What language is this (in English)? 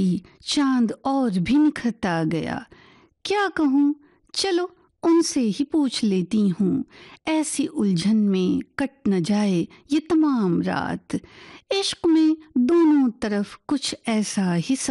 Hindi